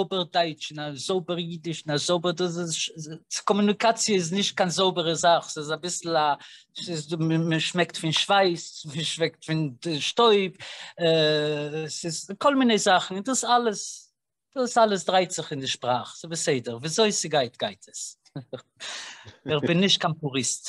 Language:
Yiddish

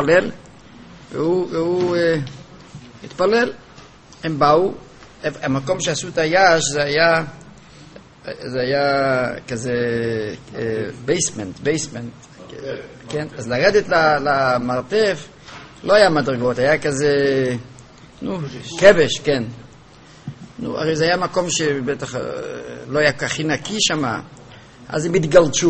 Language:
Hebrew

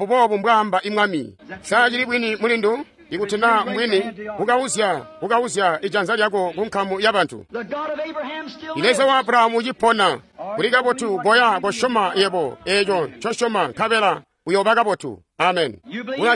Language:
Tonga (Zambia)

